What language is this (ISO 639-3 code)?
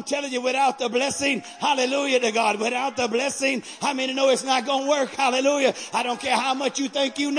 eng